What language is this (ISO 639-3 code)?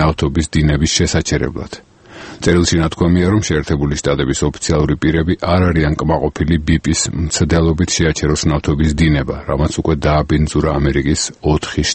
kat